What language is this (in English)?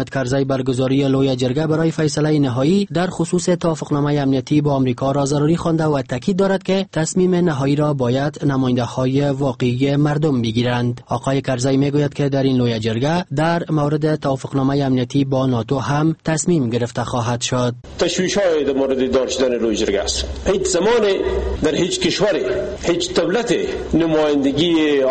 Persian